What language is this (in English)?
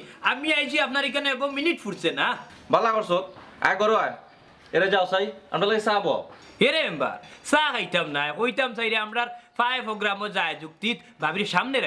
Sylheti